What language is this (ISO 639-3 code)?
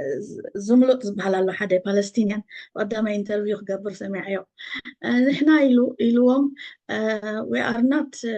tir